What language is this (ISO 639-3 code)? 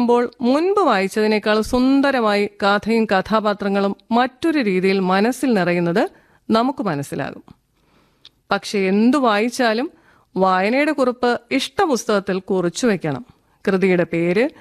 mal